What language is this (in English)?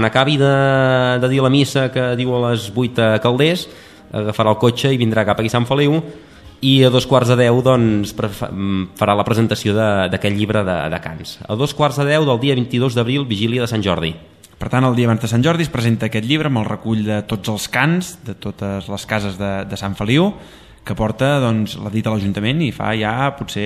Catalan